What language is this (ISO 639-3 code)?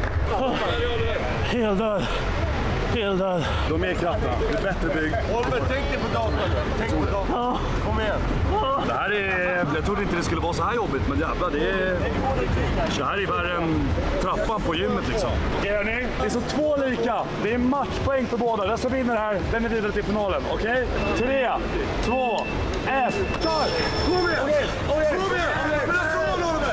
swe